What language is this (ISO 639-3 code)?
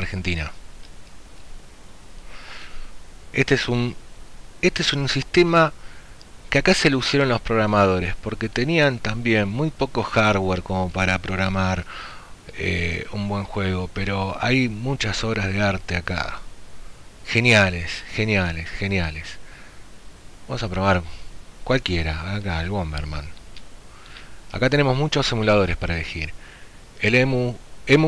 spa